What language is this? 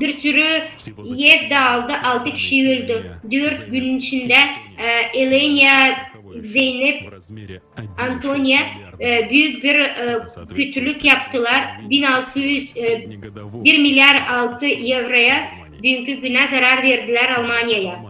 Gagauz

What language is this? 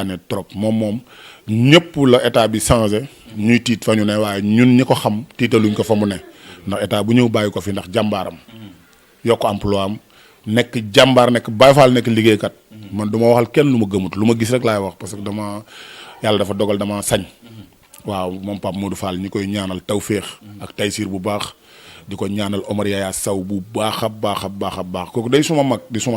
Wolof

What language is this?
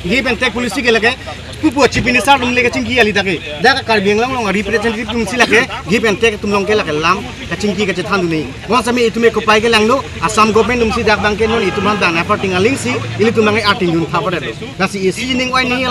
Karbi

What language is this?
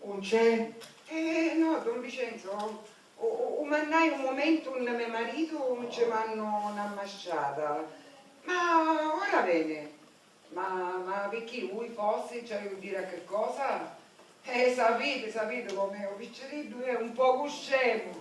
Sicilian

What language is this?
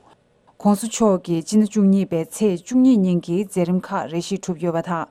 Tibetan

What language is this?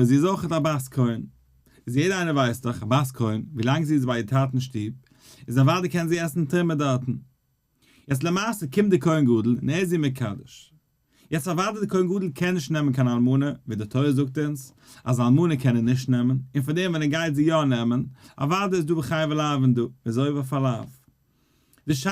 Yiddish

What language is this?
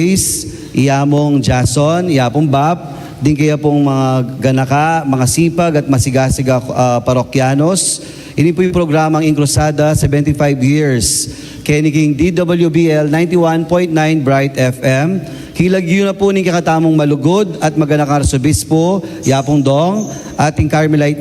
Pampanga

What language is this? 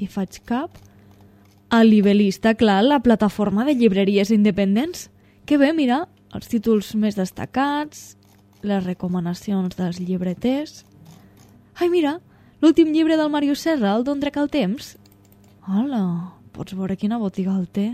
Catalan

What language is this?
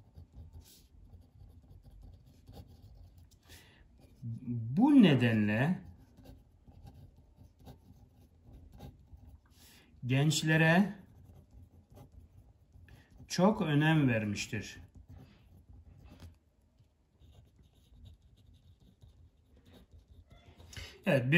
Turkish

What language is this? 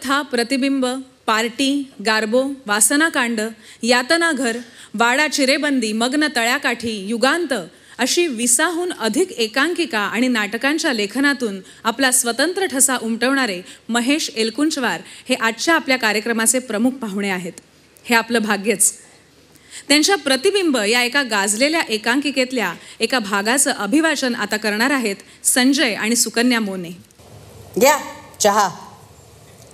Marathi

